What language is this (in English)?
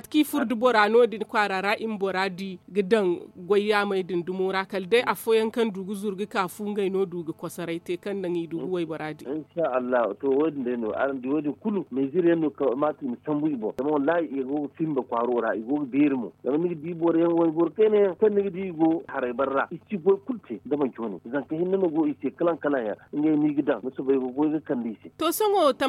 Zarma